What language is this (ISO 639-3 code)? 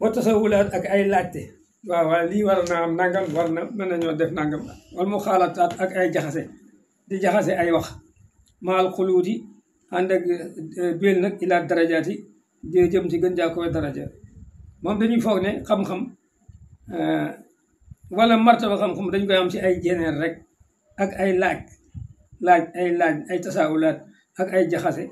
wol